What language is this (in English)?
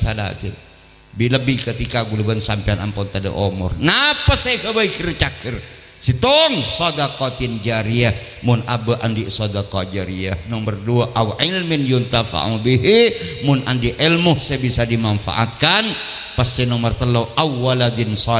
Madurese